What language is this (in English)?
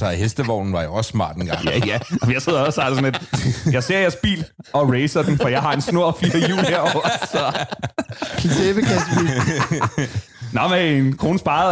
Danish